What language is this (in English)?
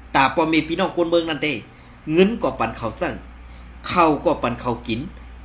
Shan